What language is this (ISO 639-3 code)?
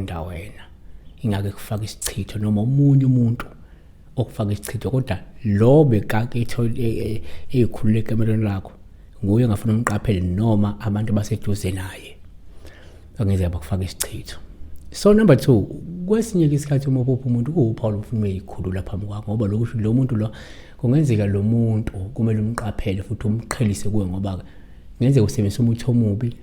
zul